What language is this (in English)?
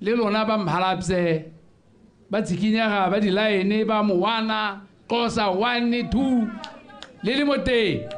Tswana